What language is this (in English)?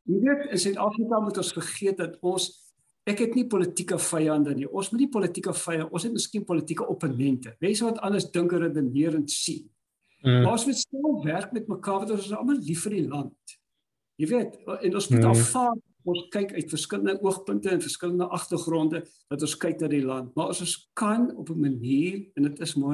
Afrikaans